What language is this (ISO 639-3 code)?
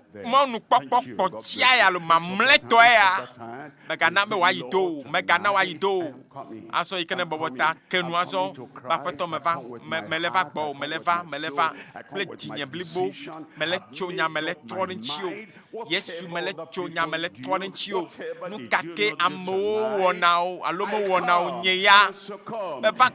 ewe